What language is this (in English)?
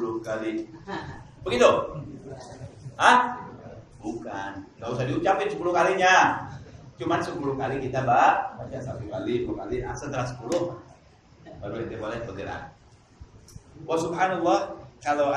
Indonesian